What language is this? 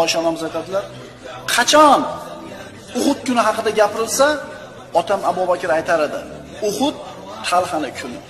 Uzbek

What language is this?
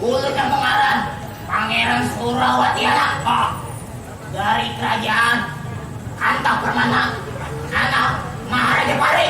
Banjar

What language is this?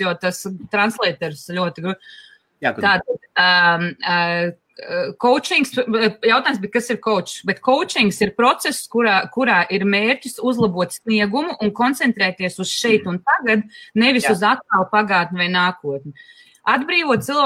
Latvian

